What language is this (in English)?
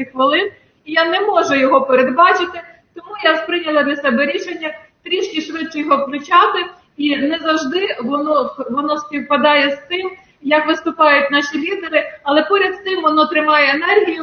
Ukrainian